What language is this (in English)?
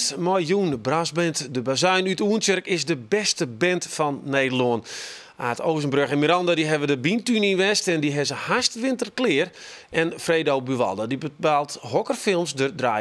Western Frisian